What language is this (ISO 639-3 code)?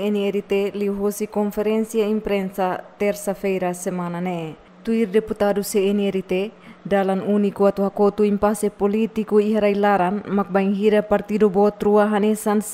tet